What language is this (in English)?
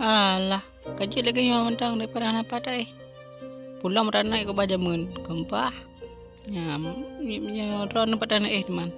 Achinese